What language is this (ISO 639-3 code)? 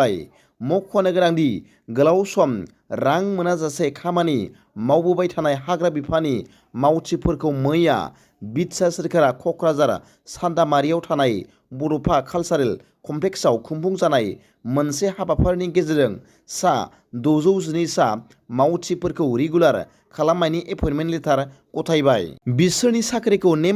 brx